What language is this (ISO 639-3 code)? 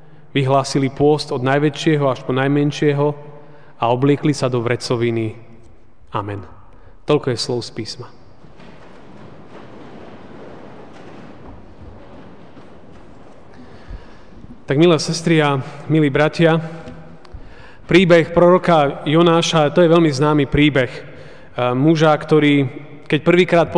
slk